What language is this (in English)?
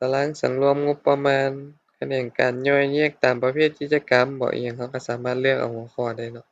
Lao